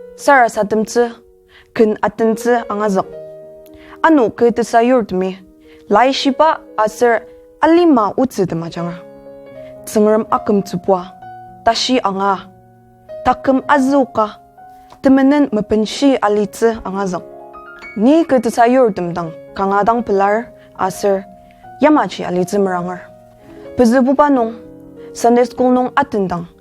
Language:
Ao Naga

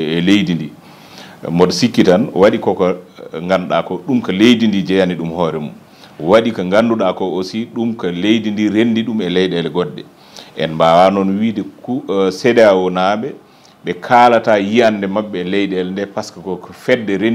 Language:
Fula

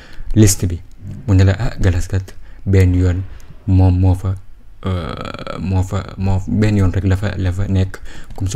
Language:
Wolof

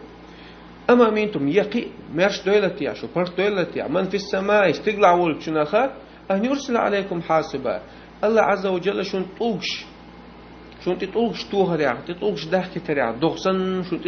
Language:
Chechen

